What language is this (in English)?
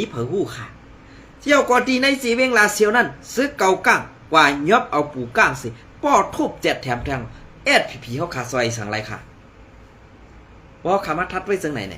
Shan